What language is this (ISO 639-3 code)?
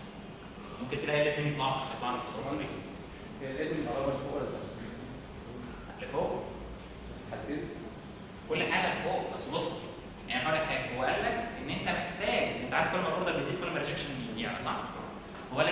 arz